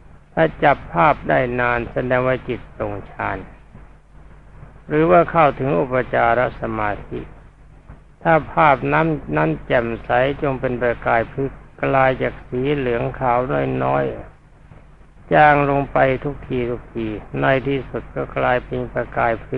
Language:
Thai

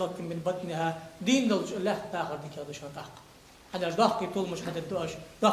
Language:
Ingush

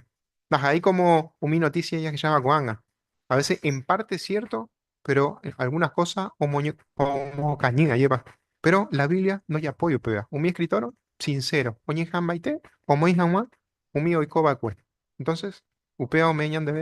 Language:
Guarani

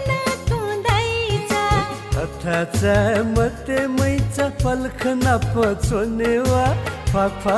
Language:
Newari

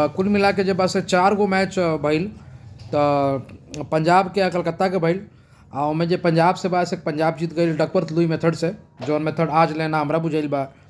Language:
Bhojpuri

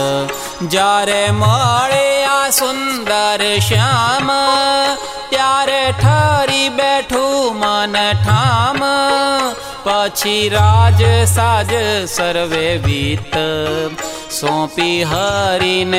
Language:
Gujarati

